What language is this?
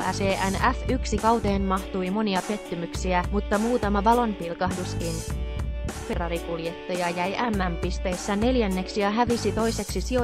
Finnish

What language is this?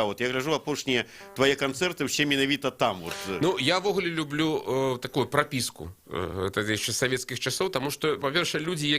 Belarusian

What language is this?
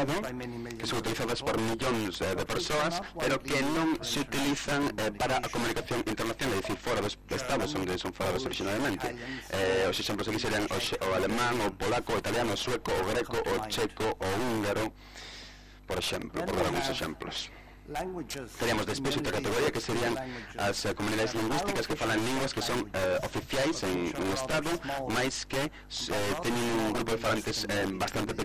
Galician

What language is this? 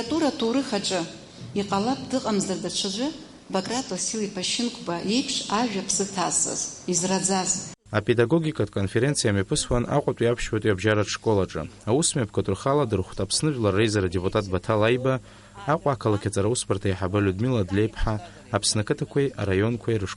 Abkhazian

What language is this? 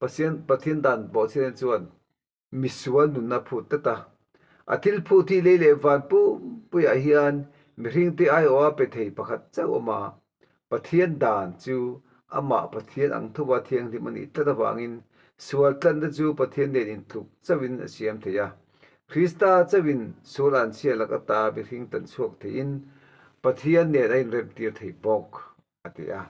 Mizo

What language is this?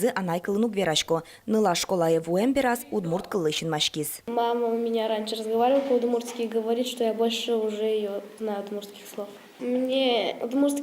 Udmurt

